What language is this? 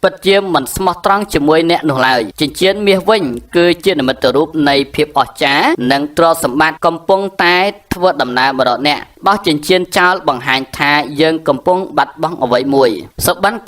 Khmer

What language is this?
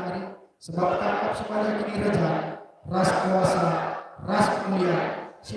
Batak Karo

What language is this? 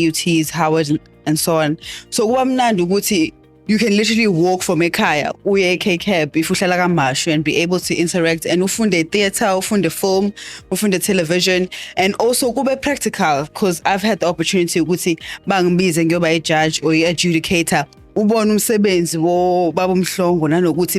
Zulu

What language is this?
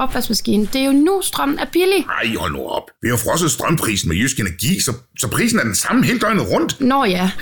Danish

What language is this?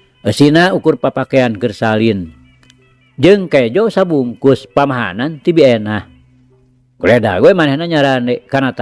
Sundanese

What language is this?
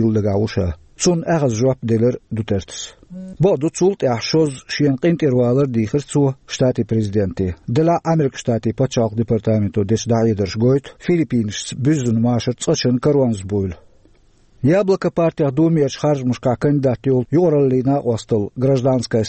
Chechen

